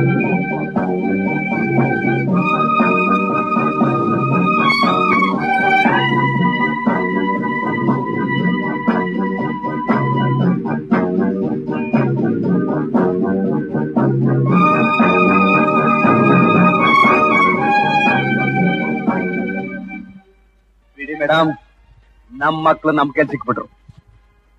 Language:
Kannada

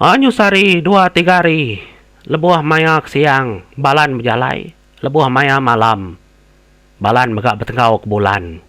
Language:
Iban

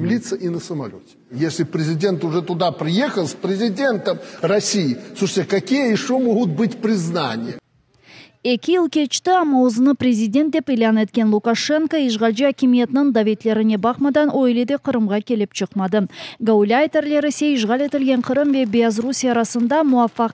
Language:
Crimean Tatar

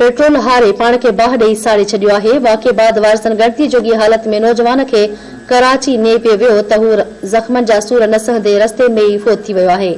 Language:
Sindhi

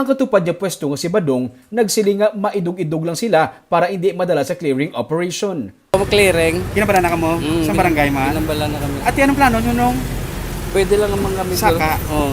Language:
Hiligaynon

